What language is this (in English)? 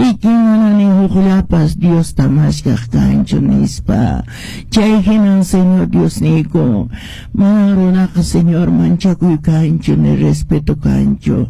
Quechua